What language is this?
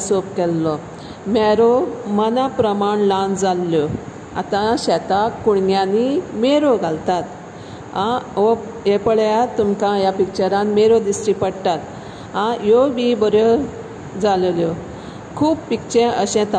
Konkani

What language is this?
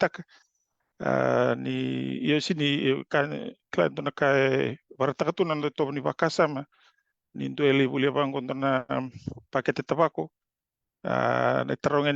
Fijian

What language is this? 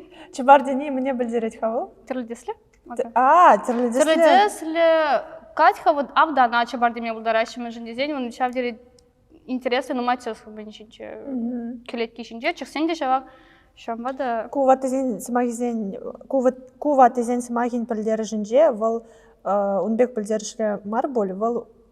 Chuvash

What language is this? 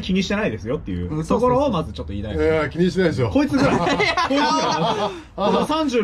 Japanese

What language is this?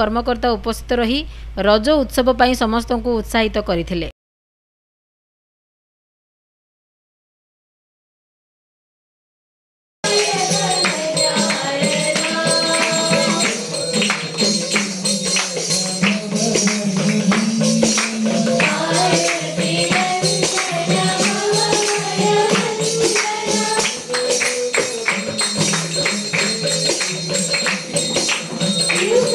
Odia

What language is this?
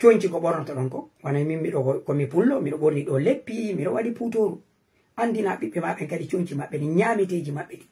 Fula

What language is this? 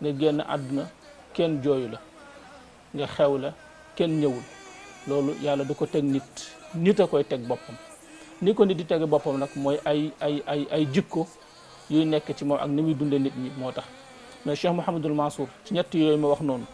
Wolof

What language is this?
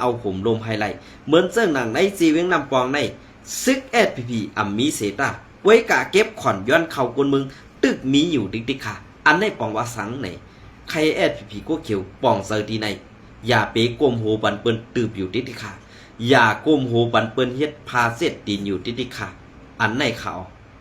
Shan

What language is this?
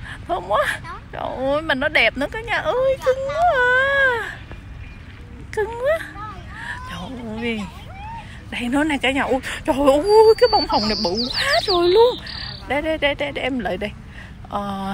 Vietnamese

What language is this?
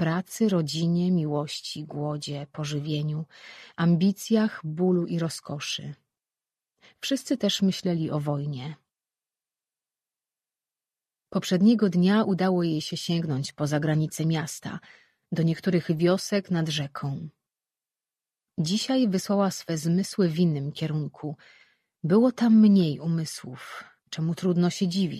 Polish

